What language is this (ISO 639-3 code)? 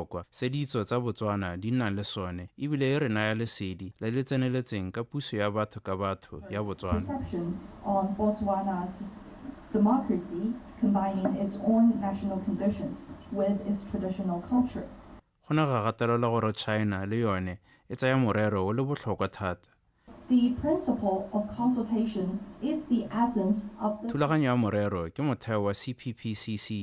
tsn